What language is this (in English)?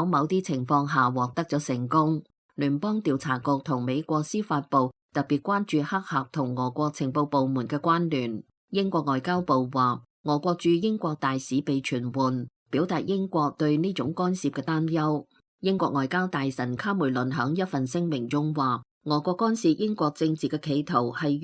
Cantonese